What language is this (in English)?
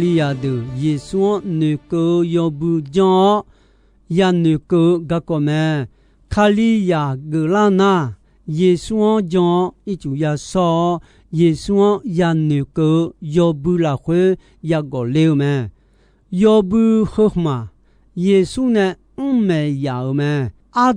Akha